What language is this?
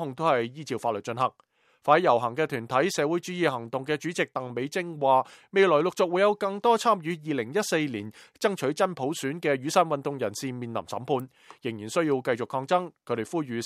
Cantonese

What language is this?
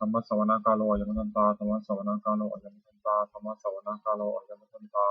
Pali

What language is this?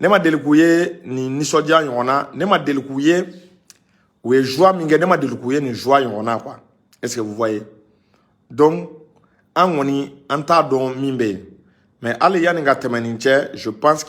Bambara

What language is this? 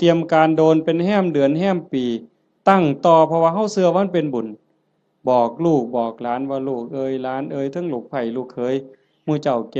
Northeastern Thai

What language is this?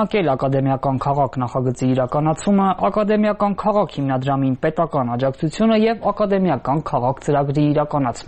Armenian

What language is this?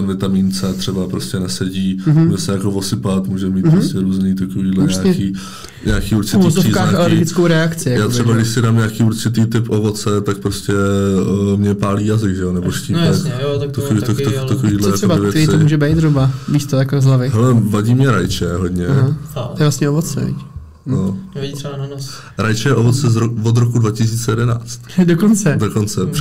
Czech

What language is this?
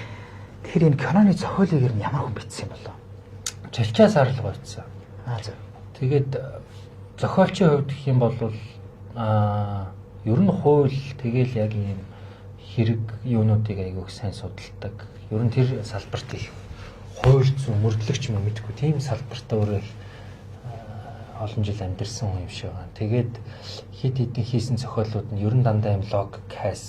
Mongolian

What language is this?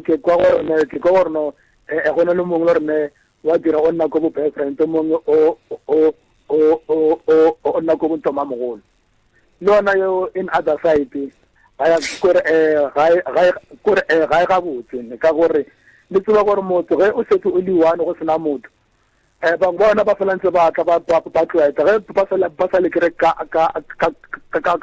Northern Sotho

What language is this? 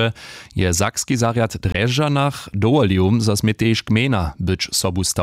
Upper Sorbian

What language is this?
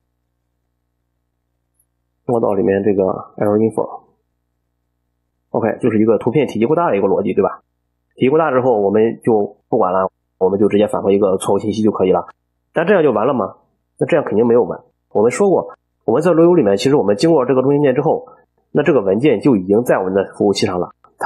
Chinese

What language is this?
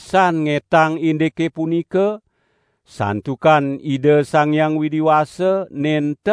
Balinese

